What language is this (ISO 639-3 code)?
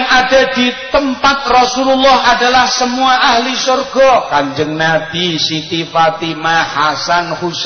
jav